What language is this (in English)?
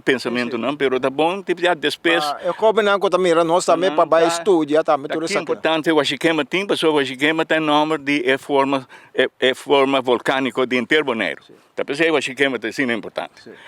Papiamento